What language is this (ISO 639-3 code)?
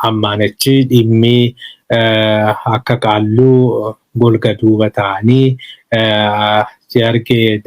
orm